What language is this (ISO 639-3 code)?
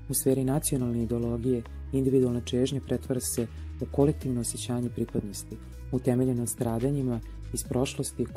srp